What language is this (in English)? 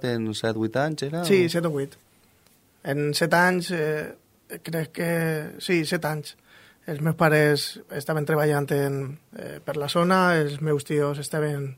Catalan